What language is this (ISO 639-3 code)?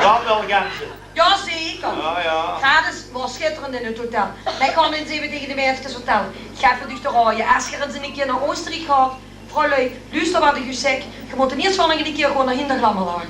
lim